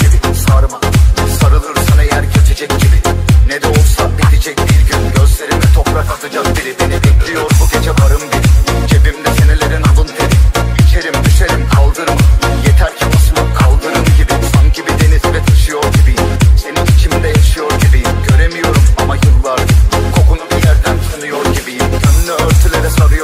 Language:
Turkish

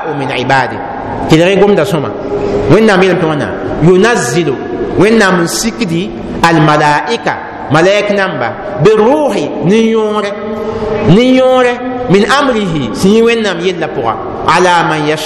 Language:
Mossi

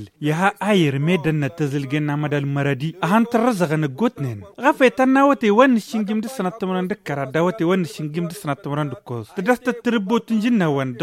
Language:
Tamasheq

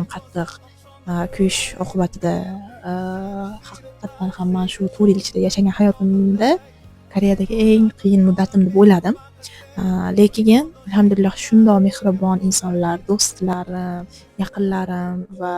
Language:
Uzbek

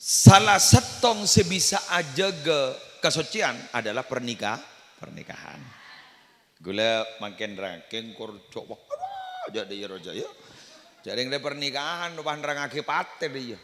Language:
Madurese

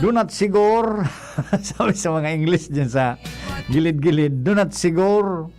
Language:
Bikol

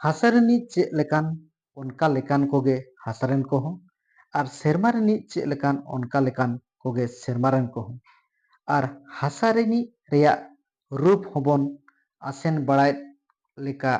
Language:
Santali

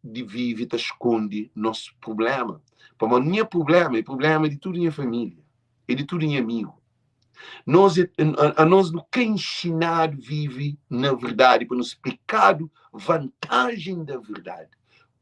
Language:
Kabuverdianu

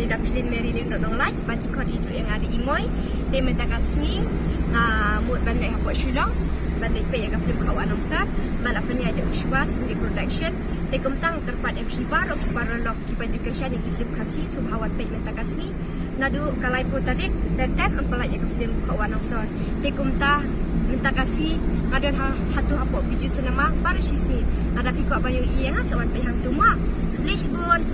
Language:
Khasi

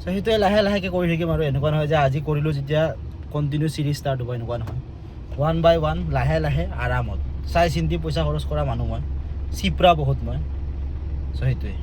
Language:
Assamese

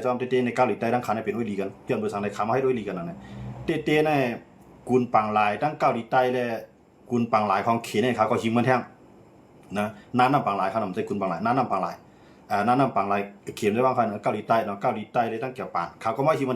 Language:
Shan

